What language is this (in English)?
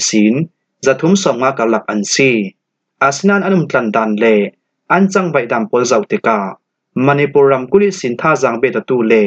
Falam Chin